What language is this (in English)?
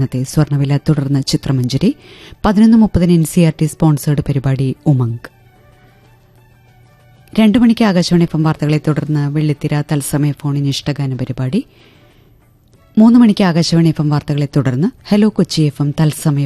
Malayalam